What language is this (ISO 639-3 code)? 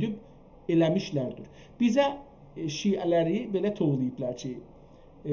azb